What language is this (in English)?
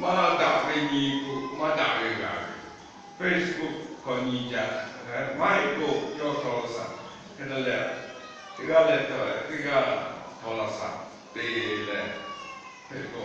Lahu